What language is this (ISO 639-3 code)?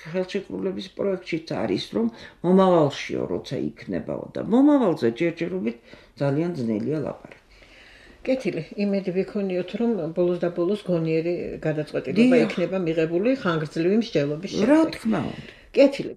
kat